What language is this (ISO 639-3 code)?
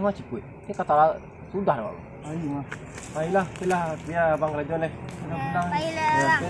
min